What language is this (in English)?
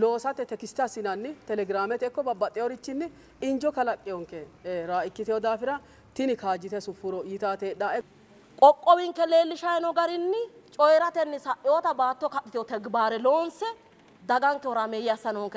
Sidamo